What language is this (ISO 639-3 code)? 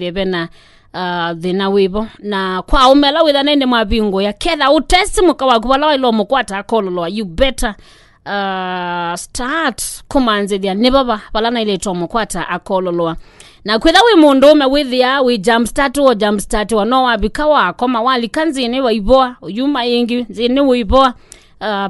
kam